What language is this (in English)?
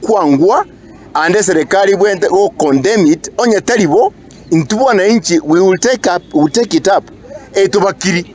Gusii